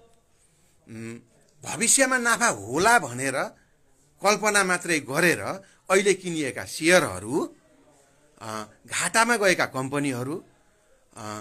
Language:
Nepali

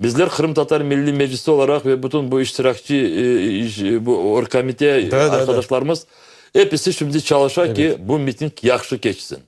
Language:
Crimean Tatar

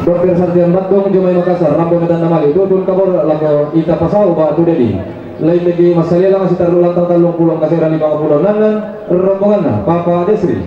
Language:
Toraja-Sa'dan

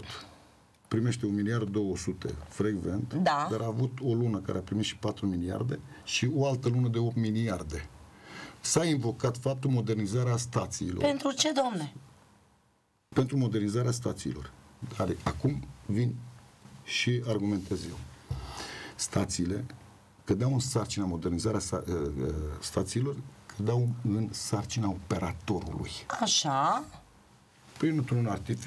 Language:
Romanian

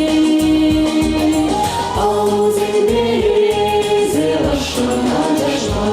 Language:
Chuvash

